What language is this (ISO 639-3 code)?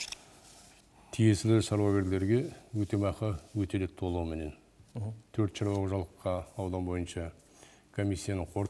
kaz